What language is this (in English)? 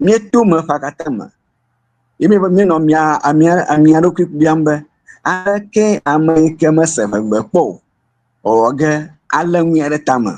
Ewe